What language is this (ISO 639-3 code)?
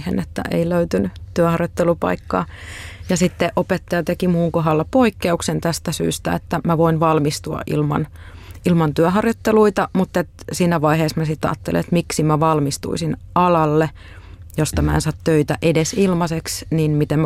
fin